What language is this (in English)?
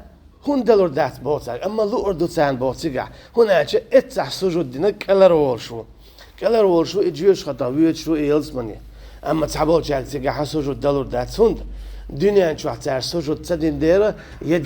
Chechen